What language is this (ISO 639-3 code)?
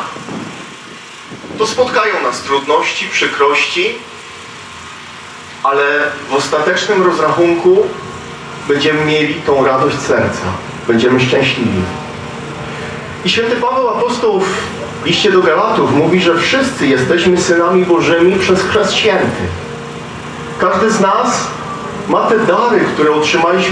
pol